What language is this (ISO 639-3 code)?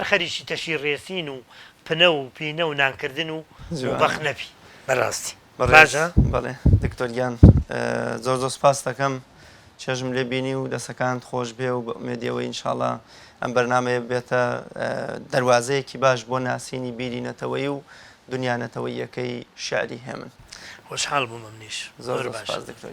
ckb